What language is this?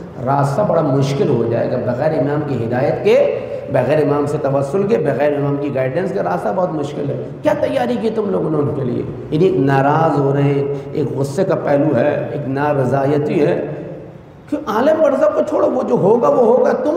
Urdu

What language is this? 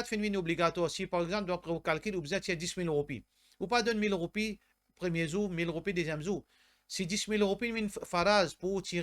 Morisyen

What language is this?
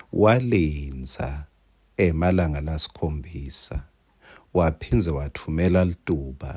Swati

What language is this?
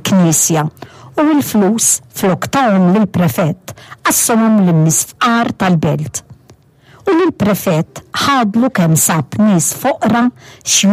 Maltese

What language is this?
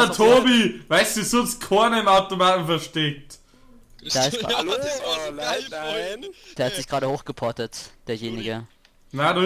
Bavarian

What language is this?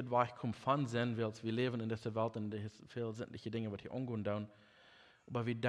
Plautdietsch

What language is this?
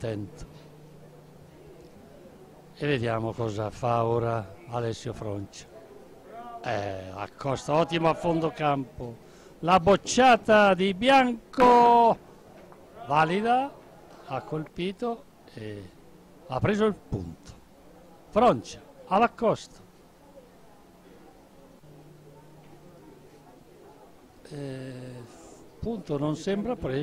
Italian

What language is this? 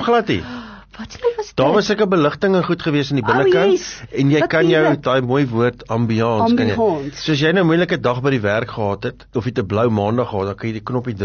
Afrikaans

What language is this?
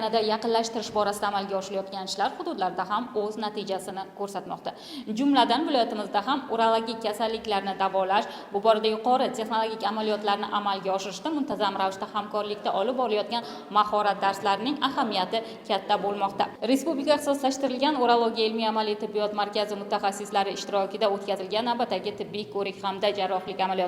Uzbek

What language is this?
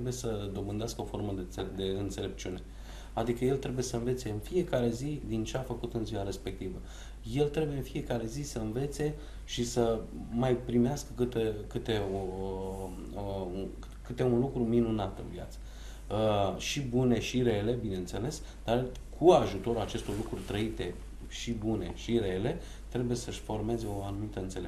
Romanian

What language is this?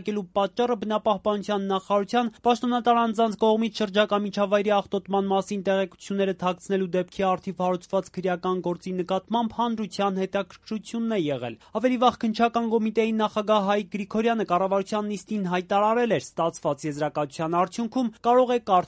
Armenian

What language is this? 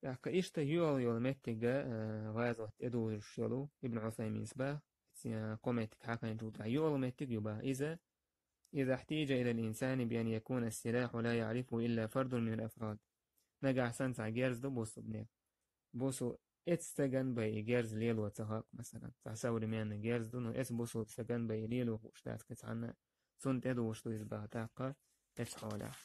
Chechen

